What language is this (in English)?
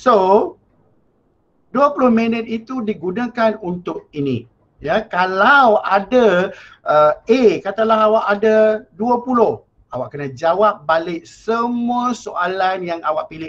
Malay